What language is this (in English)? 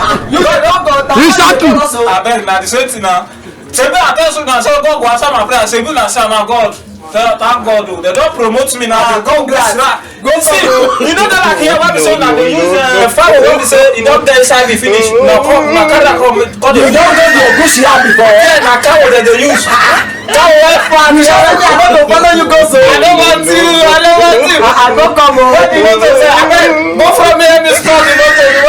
Nigerian Pidgin